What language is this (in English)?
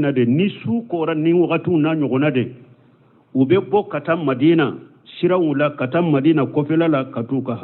Bambara